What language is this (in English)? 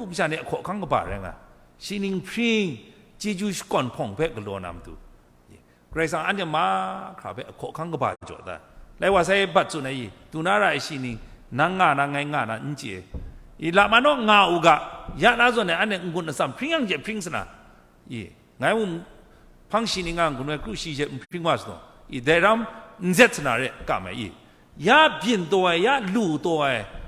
Kachin